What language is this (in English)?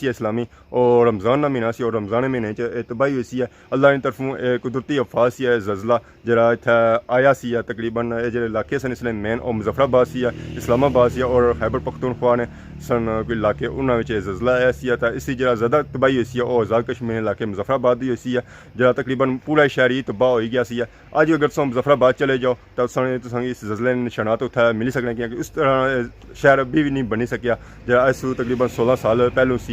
Pahari-Potwari